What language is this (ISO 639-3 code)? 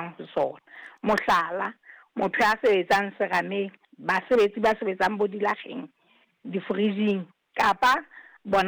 sot